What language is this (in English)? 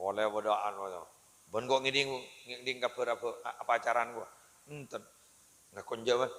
Madurese